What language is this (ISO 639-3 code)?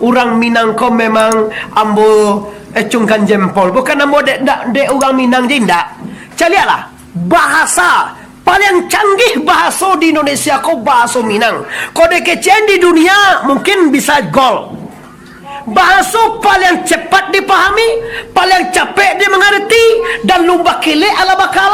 min